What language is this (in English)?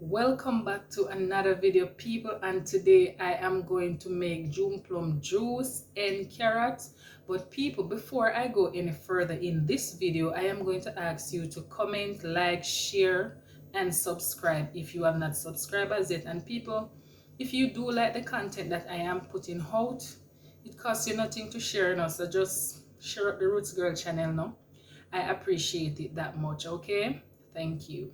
Jamaican Creole English